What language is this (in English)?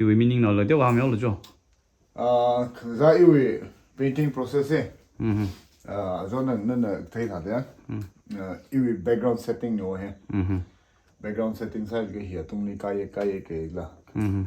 Tangkhul Naga (India)